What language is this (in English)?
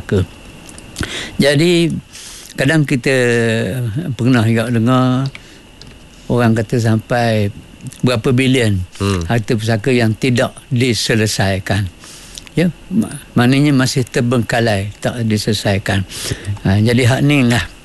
Malay